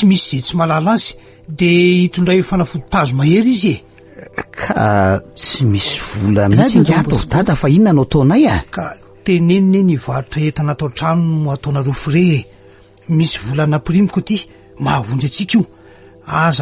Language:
Malagasy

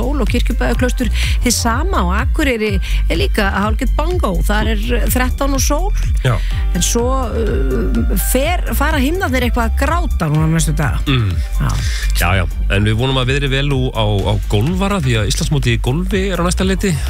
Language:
Icelandic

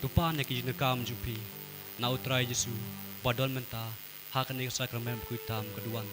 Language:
Khasi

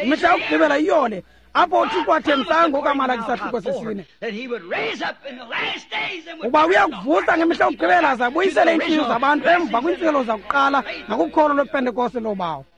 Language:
Xhosa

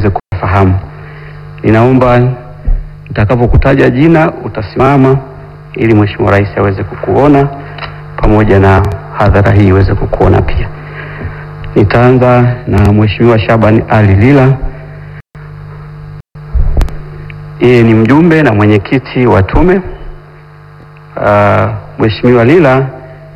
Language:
Swahili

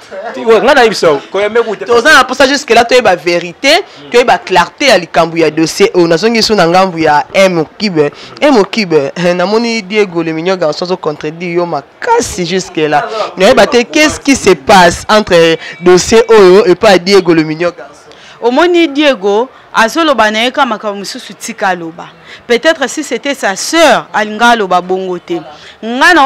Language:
Lingala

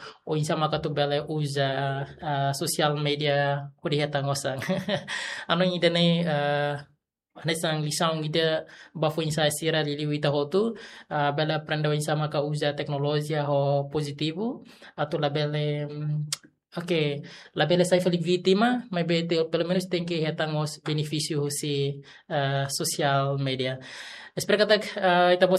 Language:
Tetum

